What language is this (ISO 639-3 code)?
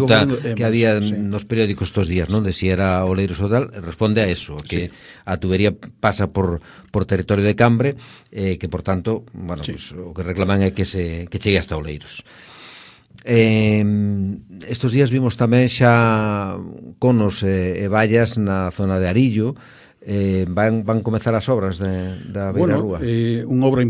glg